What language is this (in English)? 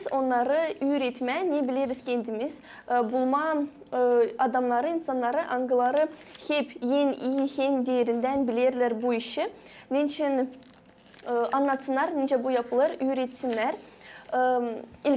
Gagauz